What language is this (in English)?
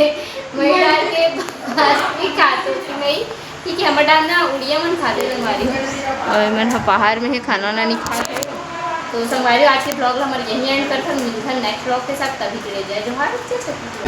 Chhattisgarhi